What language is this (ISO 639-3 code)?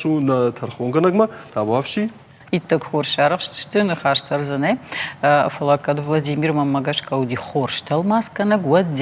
oss